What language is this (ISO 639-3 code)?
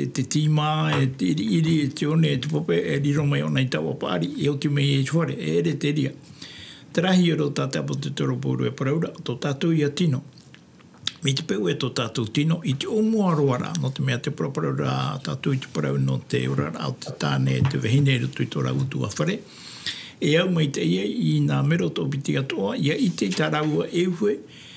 tah